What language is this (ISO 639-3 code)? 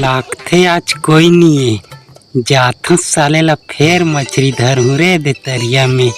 hne